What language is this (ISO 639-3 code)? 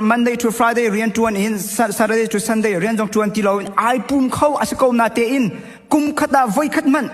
cnh